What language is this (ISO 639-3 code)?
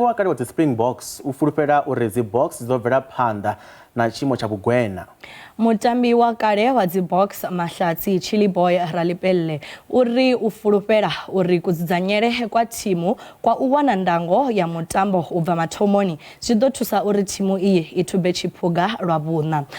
ven